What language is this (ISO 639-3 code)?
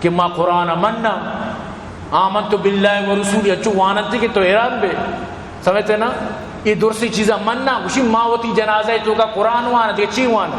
bgp